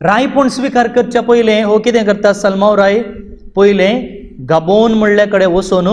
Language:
Konkani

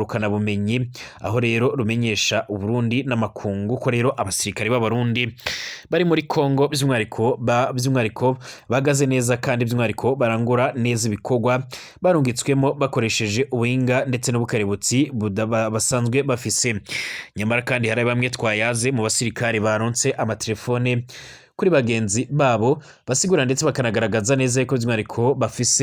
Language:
Rundi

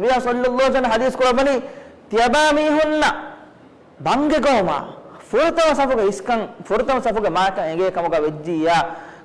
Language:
Divehi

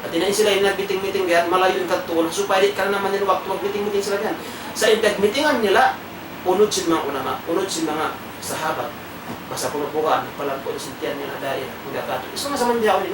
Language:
Tausug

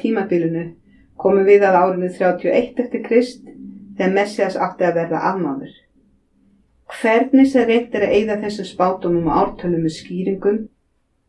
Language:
Icelandic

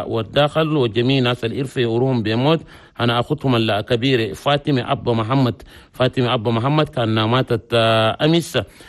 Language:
Chadian Arabic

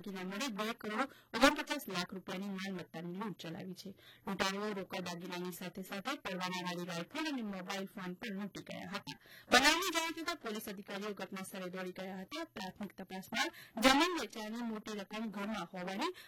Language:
Gujarati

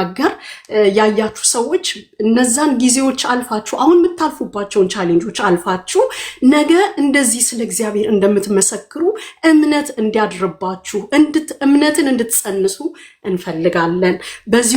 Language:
Amharic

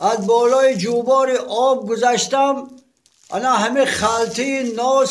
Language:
Tajik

